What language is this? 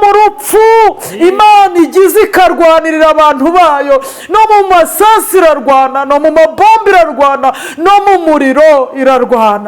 Kinyarwanda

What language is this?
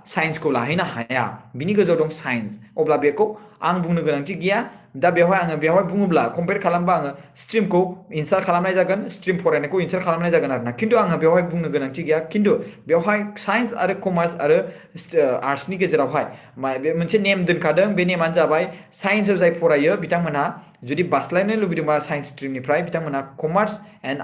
Bodo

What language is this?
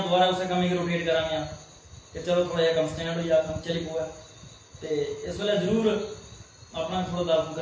Dogri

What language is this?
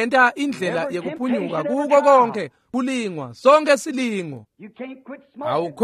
Swati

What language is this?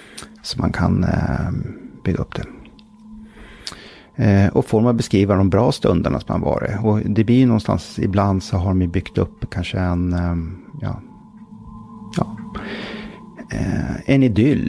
Swedish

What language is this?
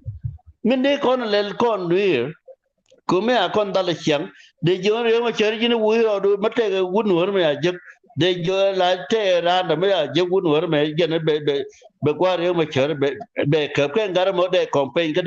Nuer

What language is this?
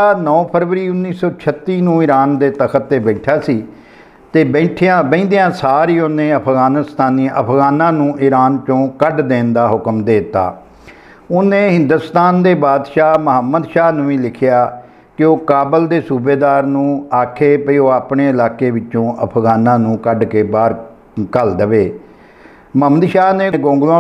Punjabi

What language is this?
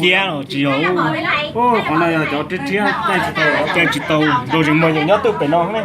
Hmong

